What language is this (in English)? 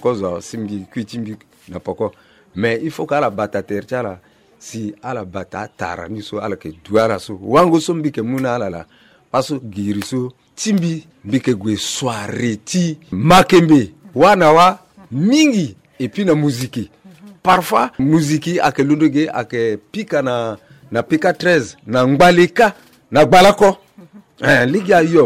Sango